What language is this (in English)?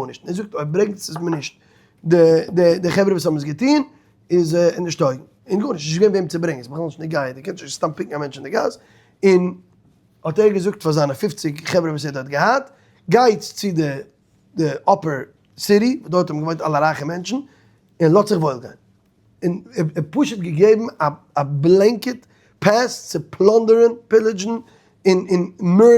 Yiddish